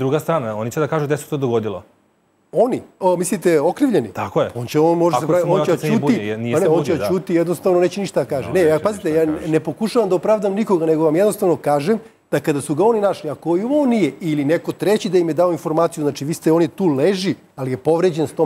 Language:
Serbian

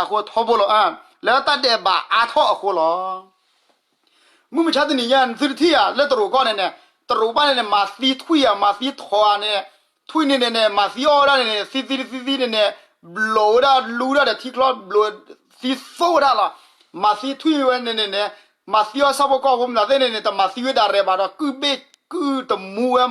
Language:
S'gaw Karen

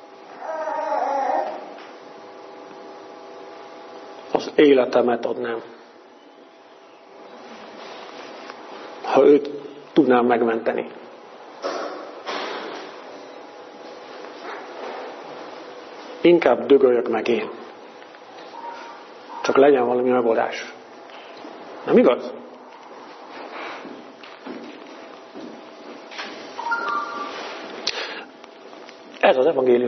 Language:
Hungarian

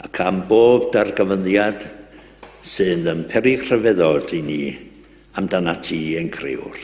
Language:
Welsh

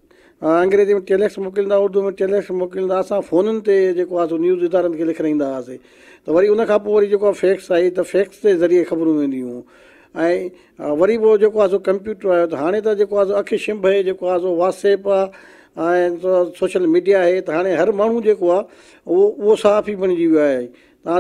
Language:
Sindhi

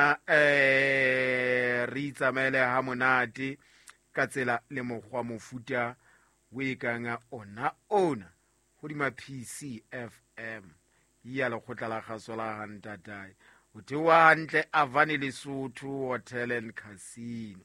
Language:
Southern Sotho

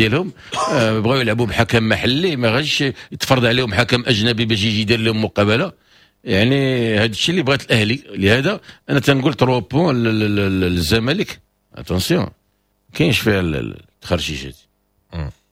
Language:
Moroccan Arabic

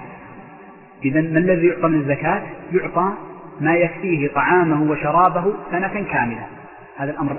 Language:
Arabic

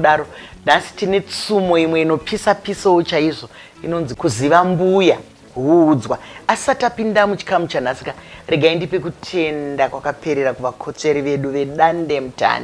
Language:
Shona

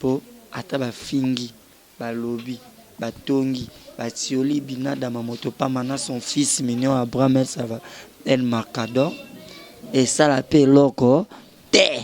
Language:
Lingala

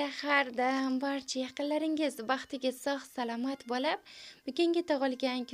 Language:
Uzbek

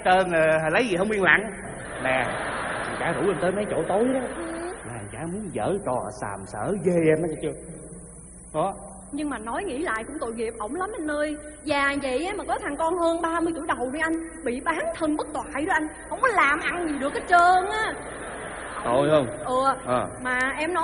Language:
Vietnamese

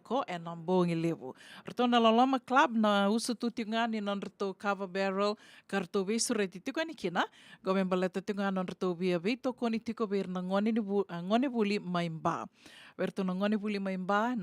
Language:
Fijian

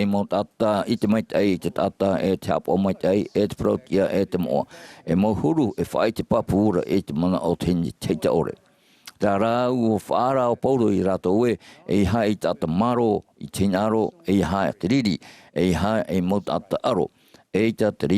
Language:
Tahitian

